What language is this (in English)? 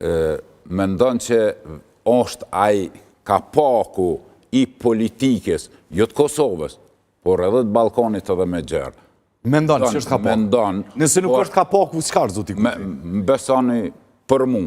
Albanian